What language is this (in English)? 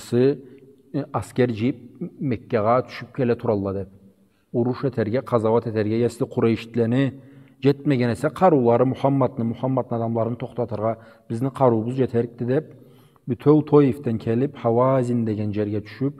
Karachay-Balkar